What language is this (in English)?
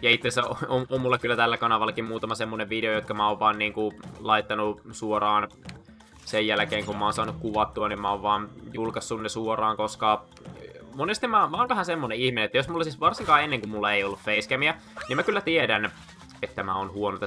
Finnish